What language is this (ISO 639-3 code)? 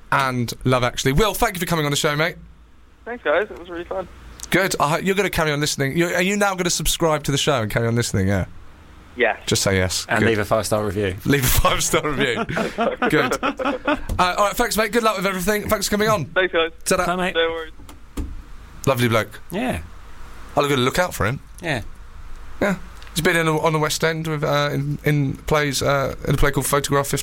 eng